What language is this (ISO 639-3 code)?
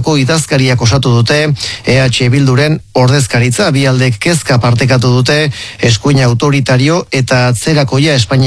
eus